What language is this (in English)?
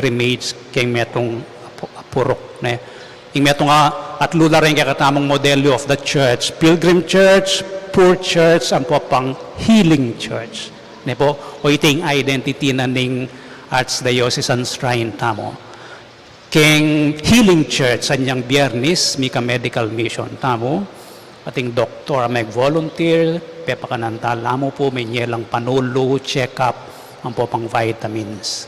Pampanga